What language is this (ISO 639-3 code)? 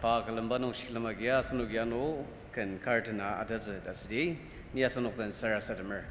njo